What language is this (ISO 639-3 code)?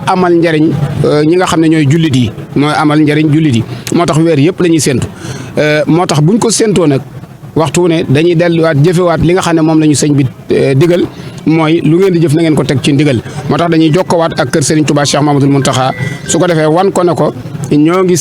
wol